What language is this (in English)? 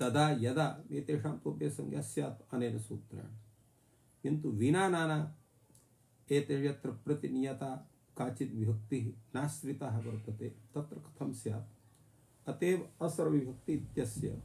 Sanskrit